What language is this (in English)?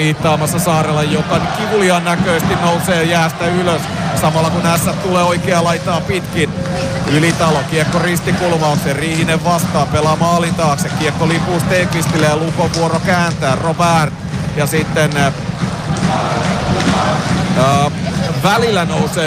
Finnish